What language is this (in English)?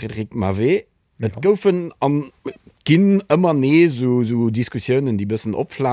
Luxembourgish